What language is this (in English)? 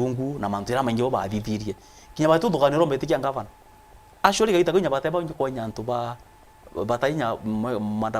Meru